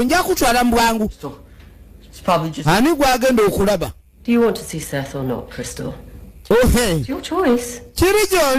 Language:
Ganda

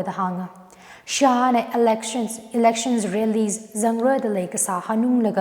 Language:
Tangkhul Naga (India)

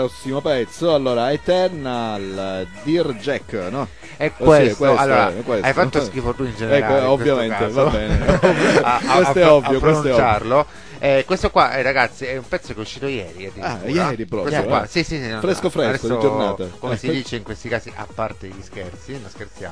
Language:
Italian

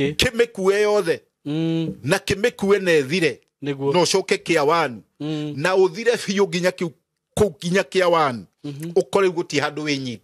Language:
Kikuyu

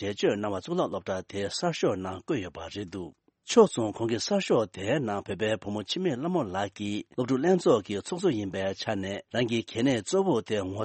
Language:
Tibetan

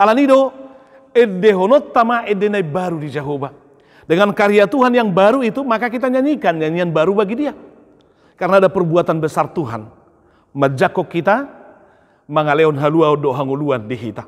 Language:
Batak Toba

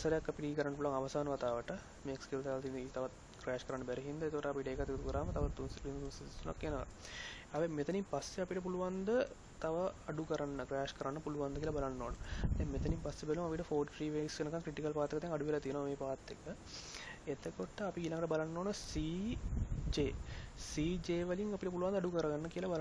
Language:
Sinhala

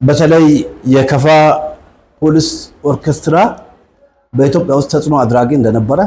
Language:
Amharic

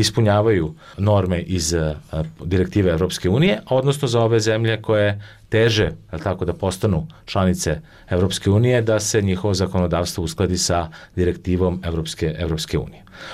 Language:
Bosnian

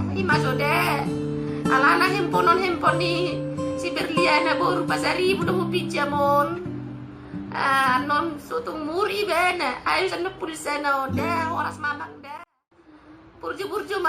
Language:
Batak Toba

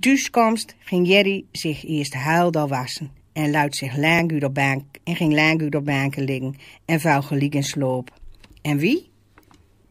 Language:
Gronings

